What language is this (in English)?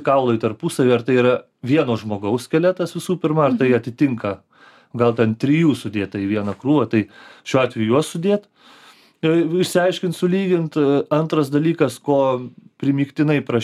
Lithuanian